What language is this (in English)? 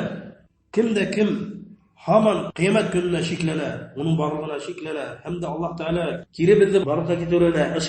Bashkir